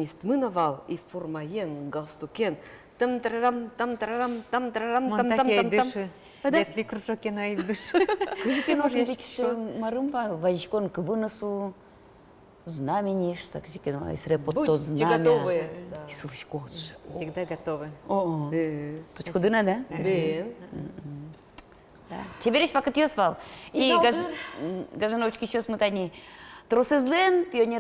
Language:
Udmurt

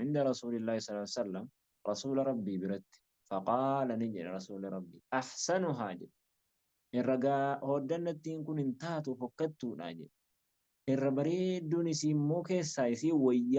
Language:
Oromo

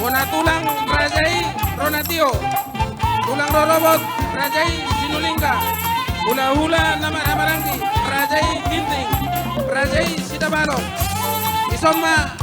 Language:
Batak Toba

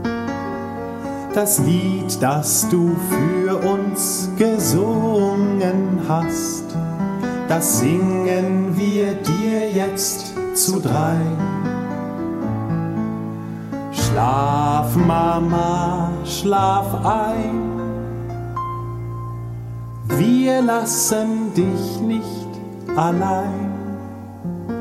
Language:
German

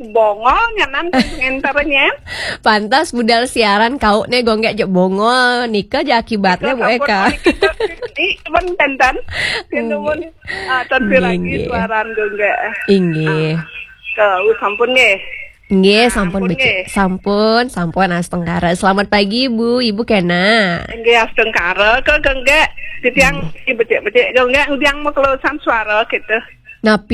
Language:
Balinese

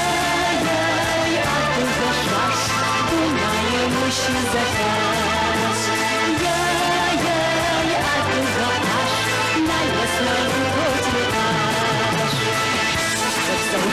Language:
Adyghe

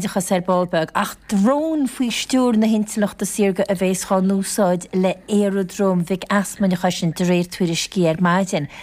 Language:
Irish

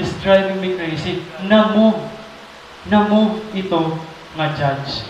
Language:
Waray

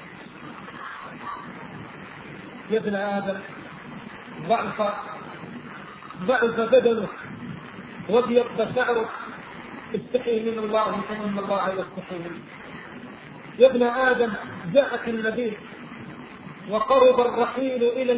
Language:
Arabic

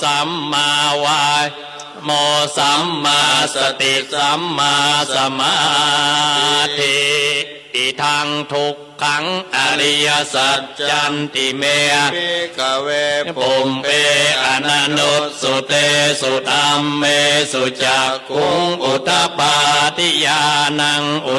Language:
Pali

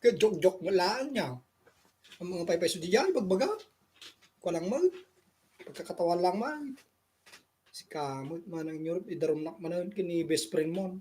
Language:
Iloko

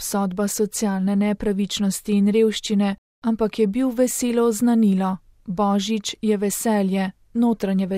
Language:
Slovenian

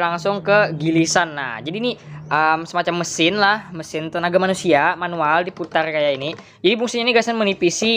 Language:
Banjar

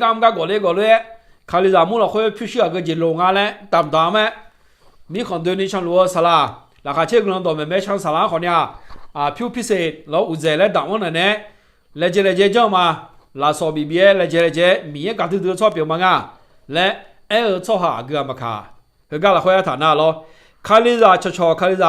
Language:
Akha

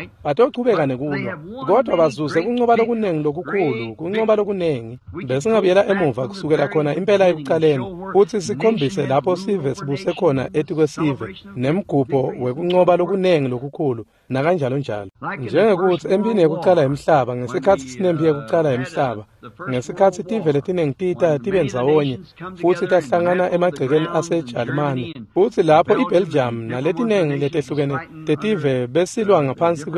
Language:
Swati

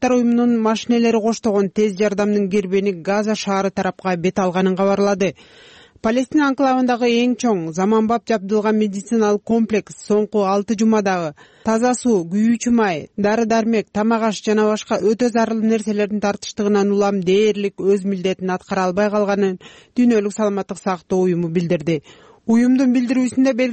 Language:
Kyrgyz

